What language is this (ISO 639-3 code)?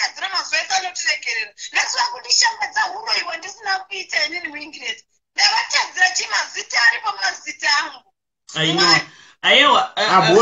sna